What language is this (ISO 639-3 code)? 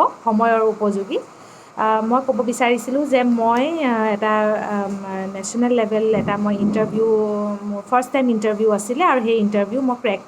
asm